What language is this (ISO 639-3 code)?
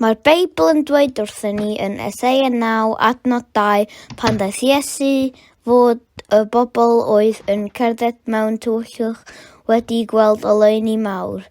cym